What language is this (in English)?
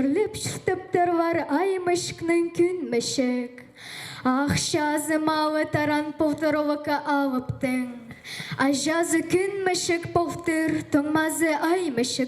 Khakas